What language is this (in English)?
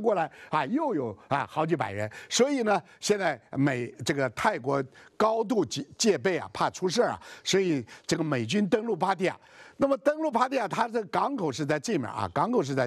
Chinese